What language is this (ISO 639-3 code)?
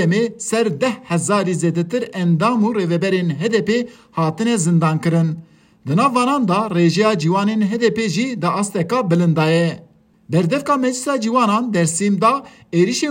kur